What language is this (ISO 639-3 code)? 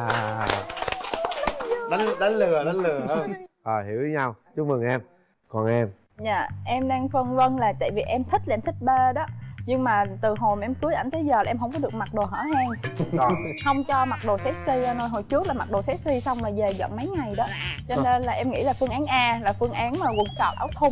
vie